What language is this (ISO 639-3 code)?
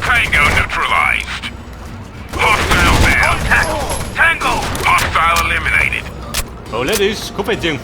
bar